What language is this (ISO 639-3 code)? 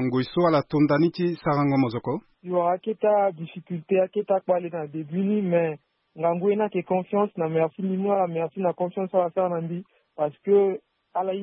sag